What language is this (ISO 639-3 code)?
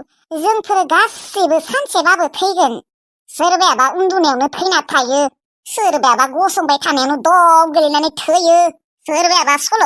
brx